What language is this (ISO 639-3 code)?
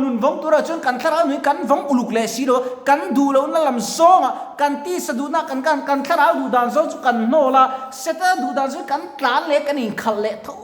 lus